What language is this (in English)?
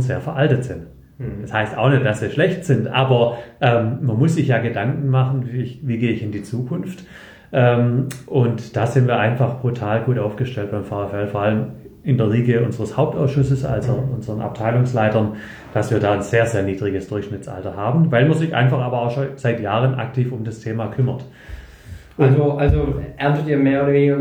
German